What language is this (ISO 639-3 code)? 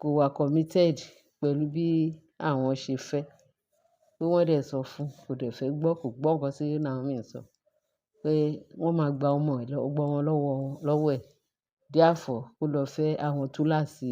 yor